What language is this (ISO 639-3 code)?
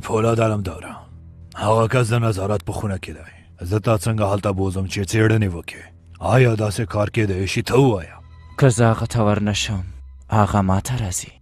pus